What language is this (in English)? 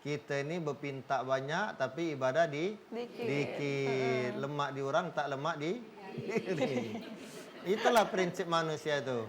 Musi